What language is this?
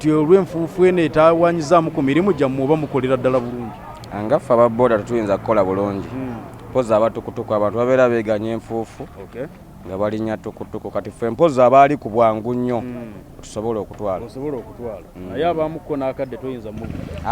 Ganda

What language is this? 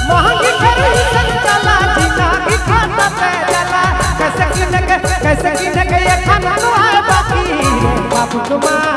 Sadri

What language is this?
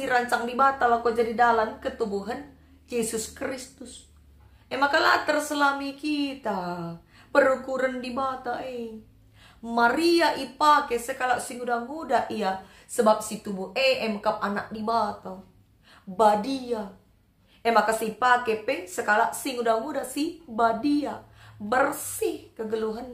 Batak Karo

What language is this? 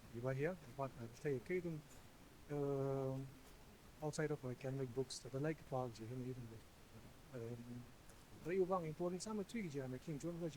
Tangkhul Naga (India)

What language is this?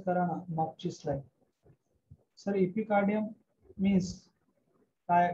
Marathi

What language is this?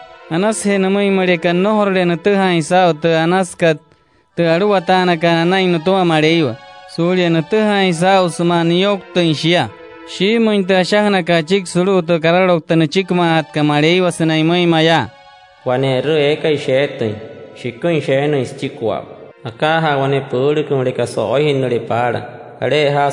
Wayuu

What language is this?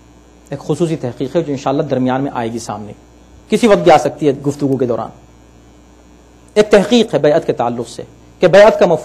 Urdu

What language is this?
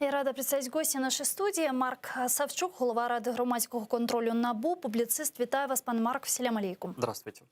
Crimean Tatar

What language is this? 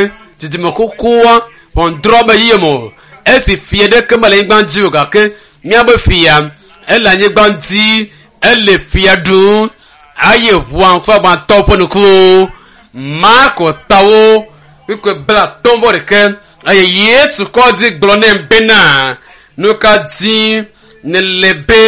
Ewe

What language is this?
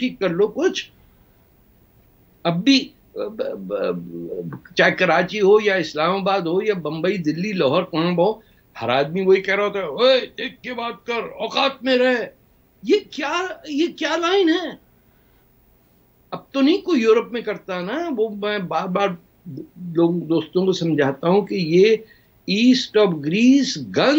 Urdu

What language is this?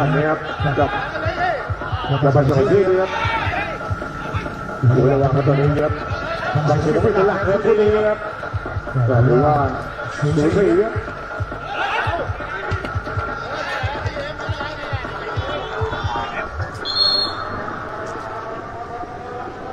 Thai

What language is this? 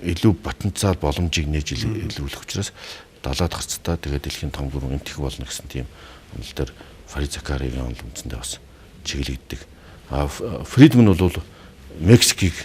Mongolian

